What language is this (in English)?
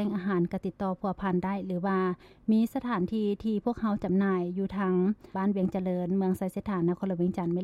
Lao